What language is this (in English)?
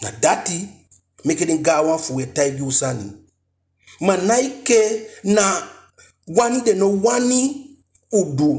Eastern Maroon Creole